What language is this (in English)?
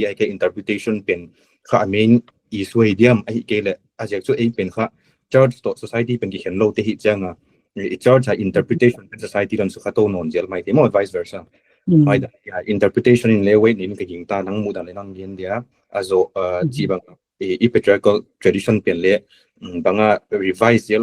Paite Chin